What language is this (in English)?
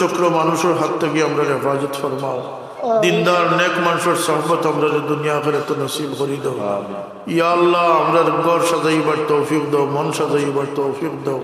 Sylheti